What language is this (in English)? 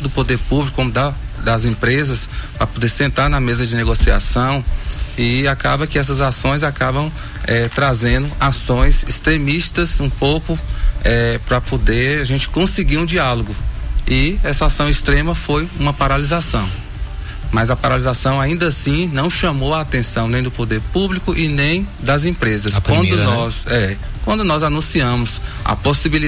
Portuguese